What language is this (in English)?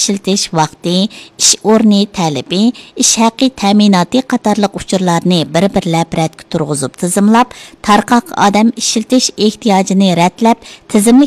Uyghur